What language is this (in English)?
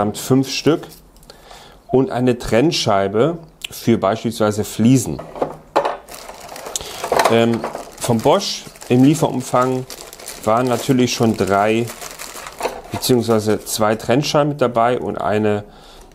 German